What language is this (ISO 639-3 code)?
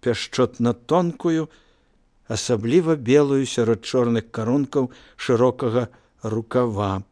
bel